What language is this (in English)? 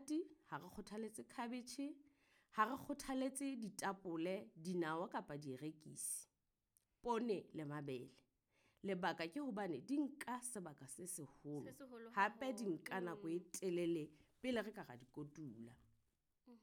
Southern Sotho